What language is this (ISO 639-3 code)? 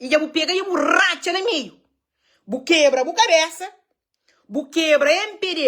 kea